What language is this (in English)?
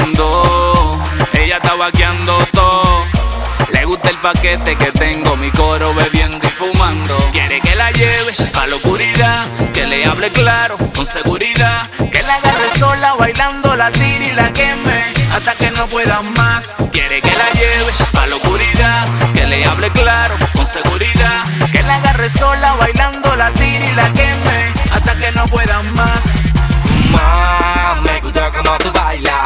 Spanish